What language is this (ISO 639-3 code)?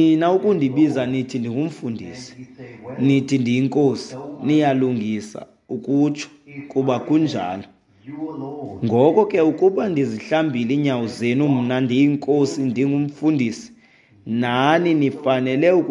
xho